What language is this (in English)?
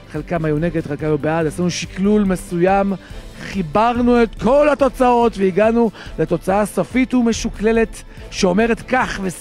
Hebrew